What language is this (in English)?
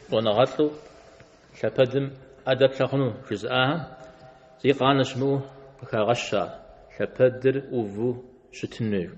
Kabardian